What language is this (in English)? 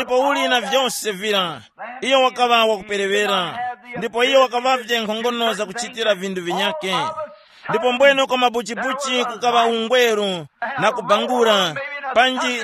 Tumbuka